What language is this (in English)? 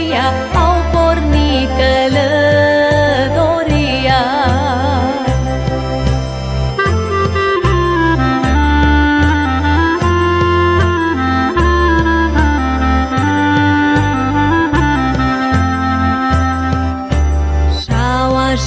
Romanian